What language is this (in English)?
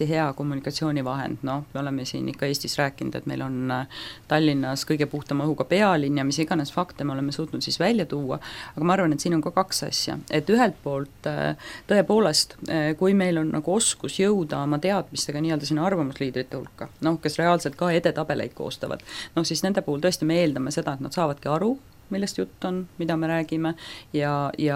Estonian